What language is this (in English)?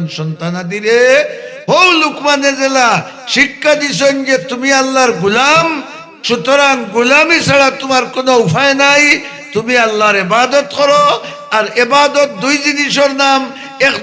Sylheti